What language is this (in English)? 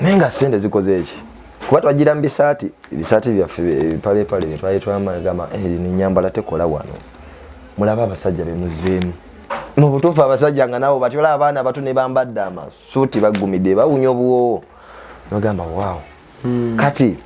Ganda